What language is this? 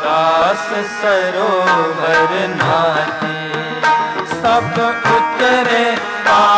Punjabi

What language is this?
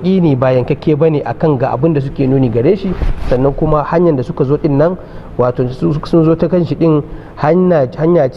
Hausa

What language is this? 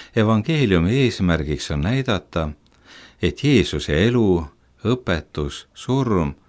Estonian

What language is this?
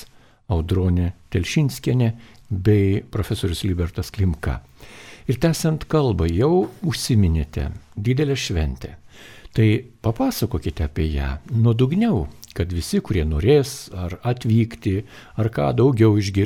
Lithuanian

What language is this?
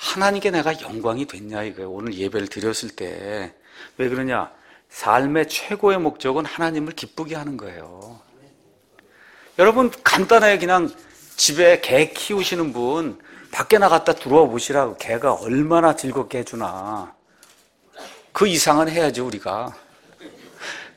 Korean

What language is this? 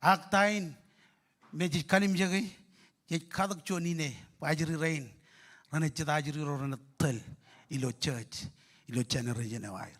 Marshallese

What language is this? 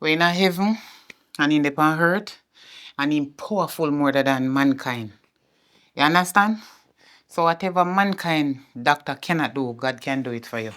Jamaican Creole English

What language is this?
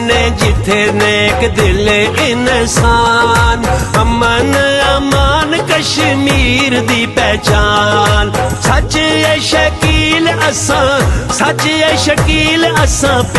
Pahari-Potwari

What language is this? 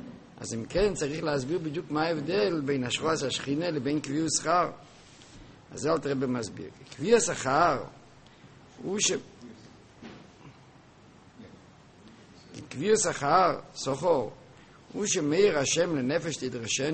Hebrew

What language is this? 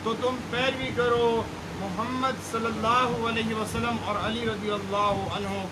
Urdu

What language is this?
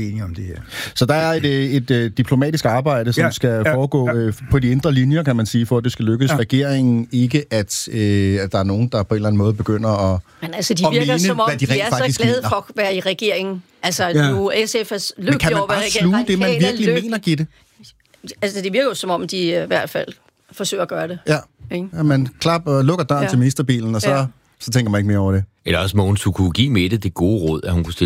Danish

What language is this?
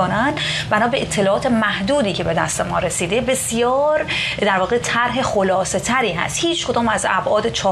Persian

